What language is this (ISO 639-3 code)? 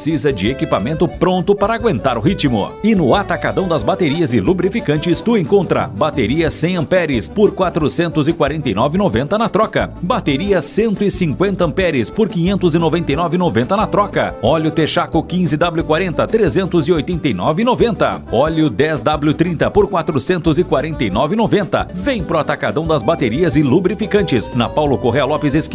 por